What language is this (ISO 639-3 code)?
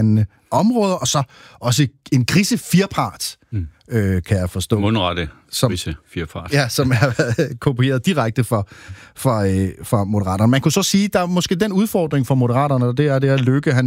dan